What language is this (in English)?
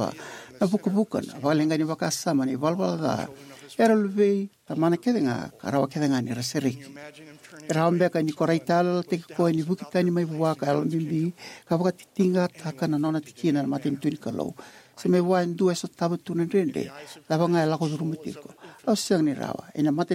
Fijian